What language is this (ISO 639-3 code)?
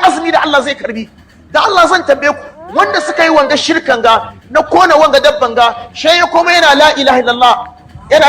hau